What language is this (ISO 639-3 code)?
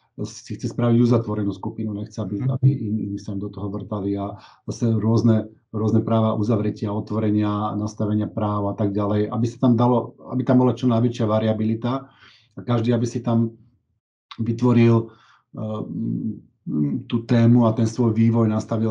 slk